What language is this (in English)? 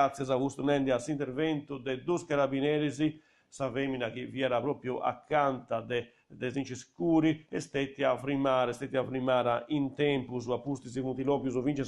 Sardinian